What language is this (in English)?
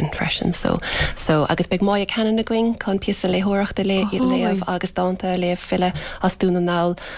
Irish